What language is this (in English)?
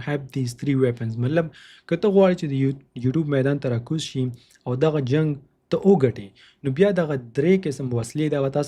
Pashto